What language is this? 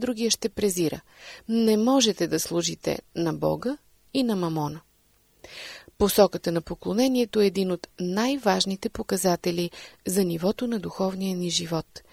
Bulgarian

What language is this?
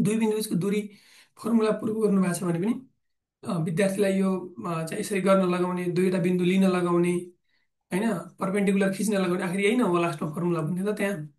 Nepali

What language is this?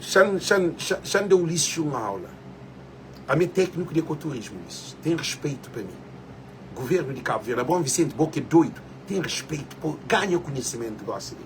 Kabuverdianu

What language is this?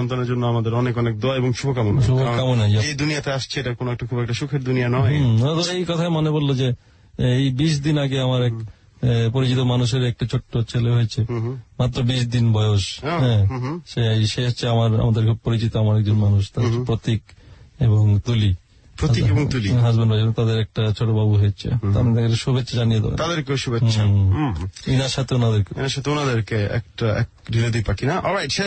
Bangla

